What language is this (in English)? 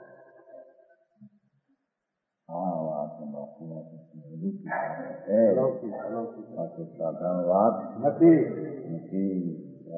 Gujarati